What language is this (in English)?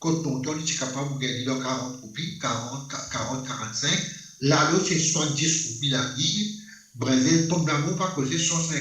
Morisyen